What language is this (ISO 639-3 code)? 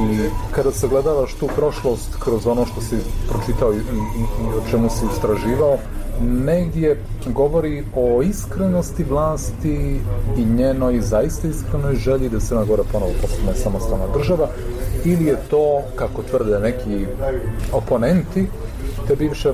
srp